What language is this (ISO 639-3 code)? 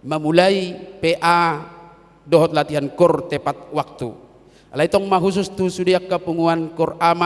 bbc